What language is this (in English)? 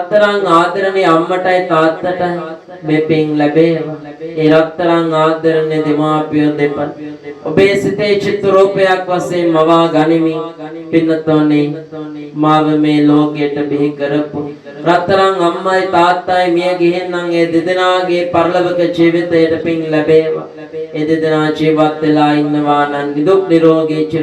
Sinhala